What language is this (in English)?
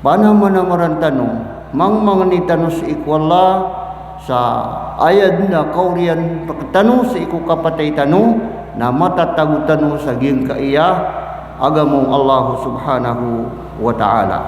Maranao